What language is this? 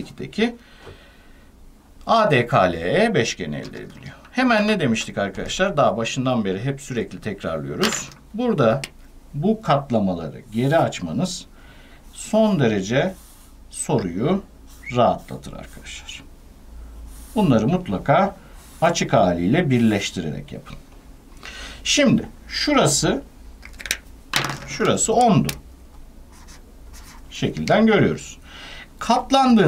Turkish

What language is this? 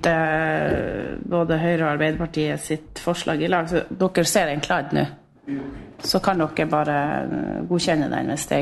Norwegian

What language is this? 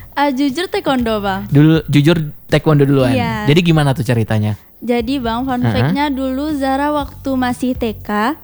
Indonesian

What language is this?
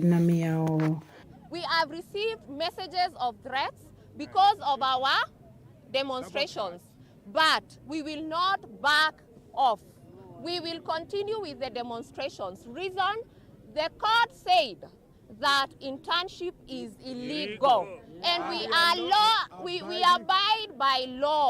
Kamba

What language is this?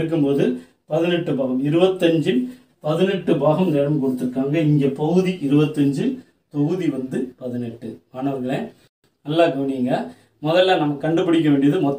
Tamil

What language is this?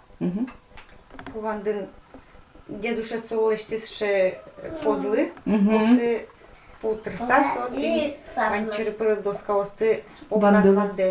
Udmurt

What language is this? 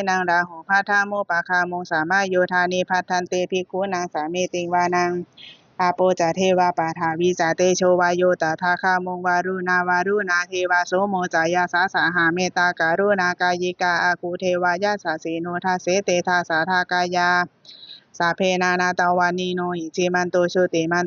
Pali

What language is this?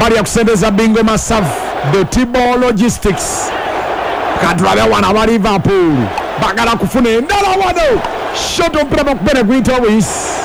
Ganda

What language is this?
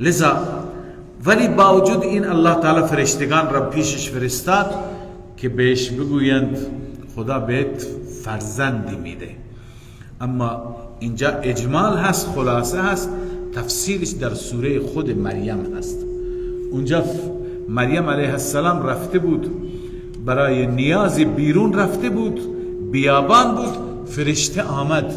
Persian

